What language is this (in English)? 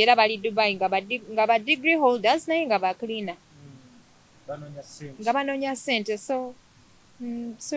Ganda